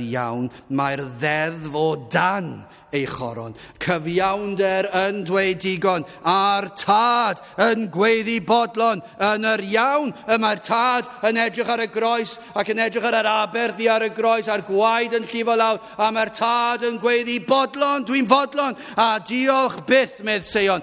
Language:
Welsh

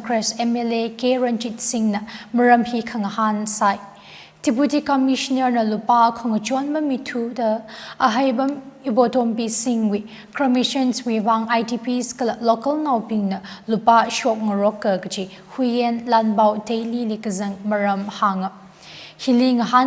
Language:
Tangkhul Naga (India)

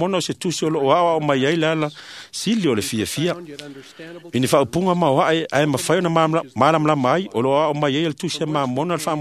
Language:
Samoan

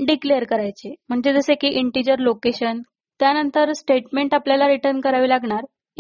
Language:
Marathi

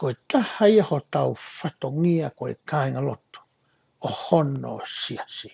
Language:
Tongan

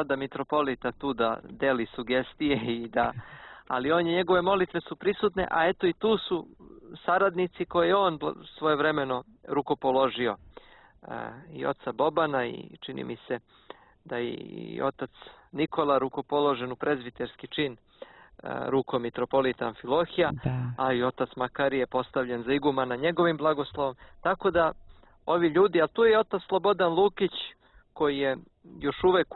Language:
Serbian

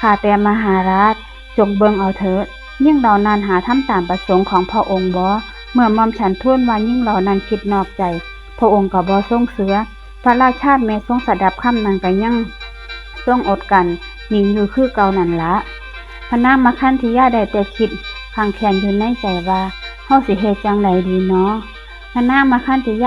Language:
Northeastern Thai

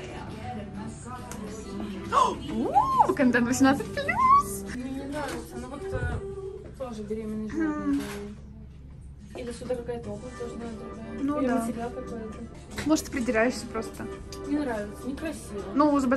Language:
Russian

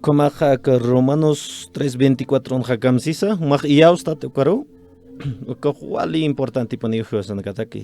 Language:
Aymara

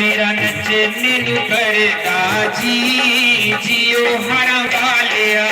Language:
Dogri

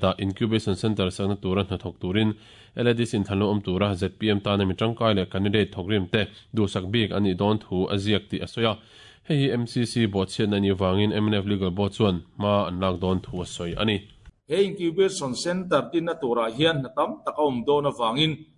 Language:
Mizo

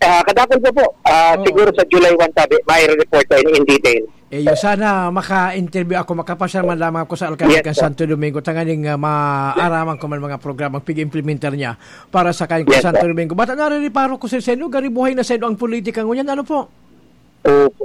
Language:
Bikol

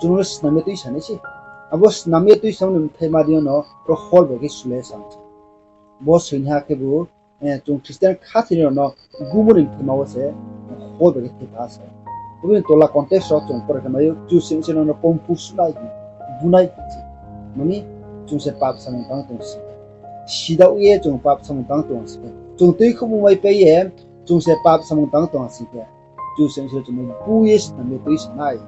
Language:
Riang (India)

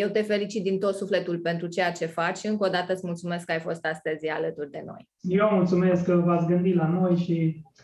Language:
Romanian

